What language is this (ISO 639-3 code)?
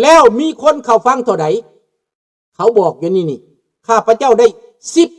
lao